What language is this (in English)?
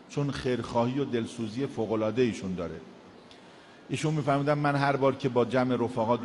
Persian